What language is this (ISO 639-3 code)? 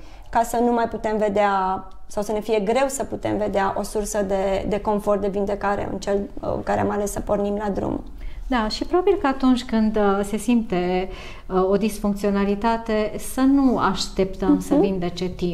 ron